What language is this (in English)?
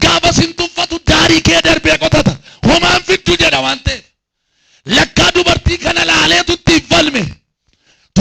Oromo